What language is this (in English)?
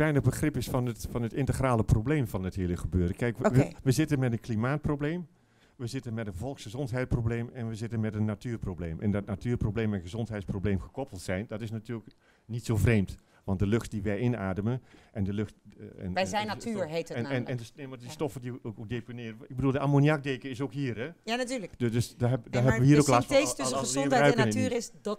Dutch